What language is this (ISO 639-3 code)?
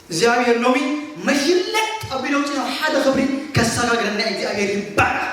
tir